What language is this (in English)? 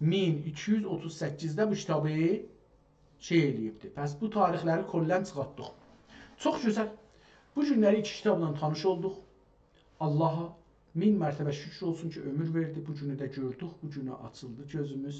South Azerbaijani